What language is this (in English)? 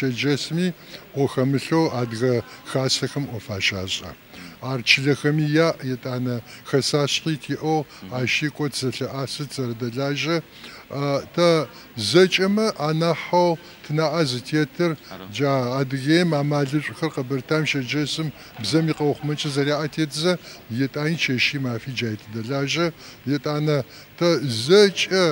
Adyghe